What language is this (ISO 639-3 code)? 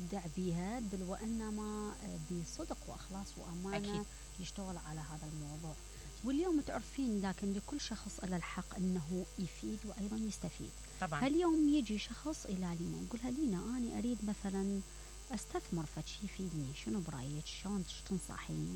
acm